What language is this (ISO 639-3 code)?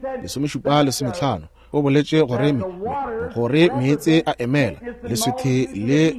nso